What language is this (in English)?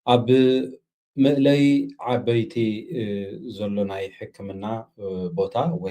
Tigrinya